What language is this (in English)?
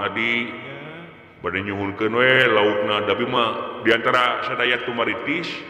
Sundanese